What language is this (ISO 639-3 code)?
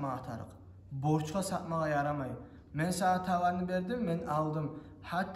kum